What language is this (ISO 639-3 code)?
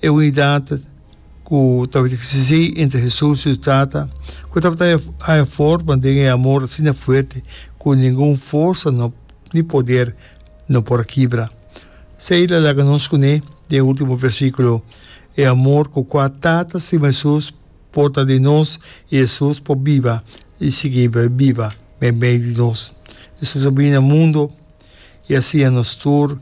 pap